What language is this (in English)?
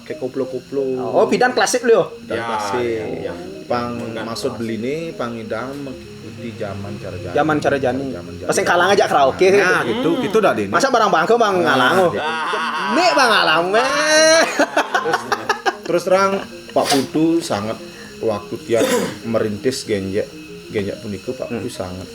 Balinese